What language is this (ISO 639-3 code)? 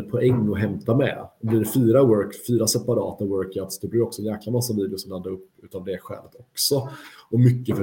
swe